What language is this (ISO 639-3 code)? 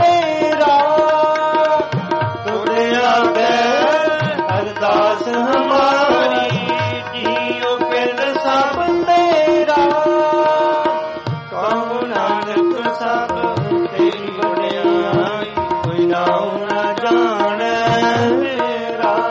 pan